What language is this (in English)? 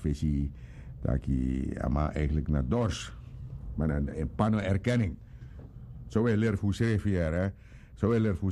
Sranan Tongo